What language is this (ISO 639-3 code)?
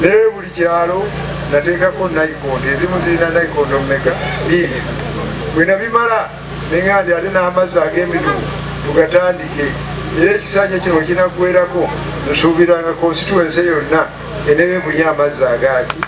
lug